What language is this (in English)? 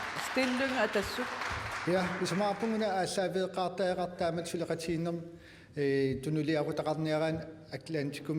Kalaallisut